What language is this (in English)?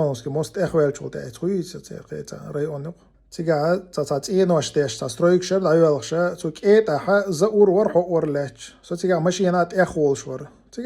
Chechen